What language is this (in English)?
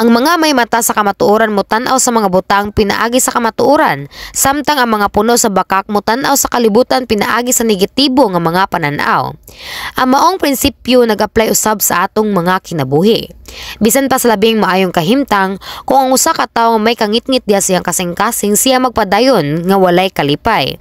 Cebuano